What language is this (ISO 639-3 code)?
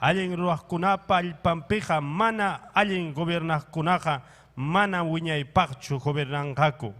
quy